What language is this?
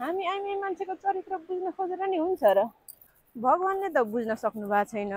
Nepali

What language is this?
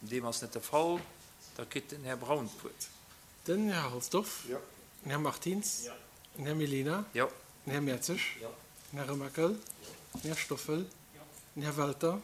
Luxembourgish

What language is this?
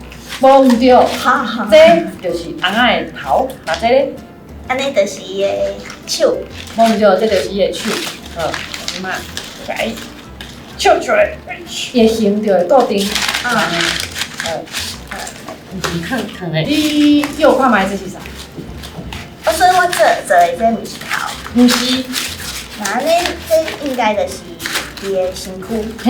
Min Nan Chinese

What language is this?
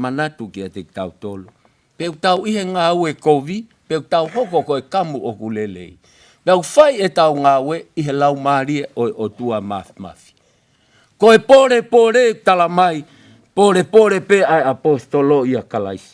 Tongan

